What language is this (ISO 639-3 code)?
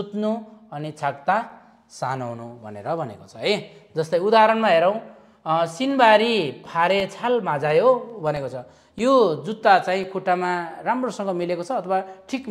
nep